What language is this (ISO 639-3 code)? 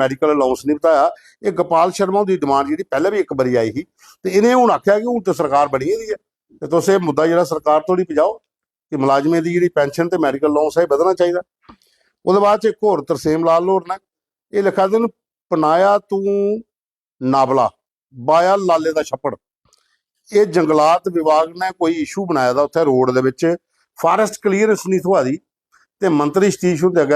doi